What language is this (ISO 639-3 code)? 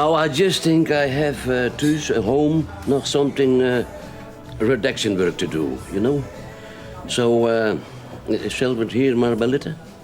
fry